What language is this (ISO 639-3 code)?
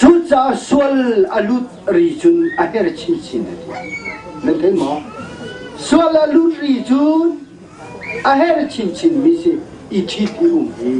cnh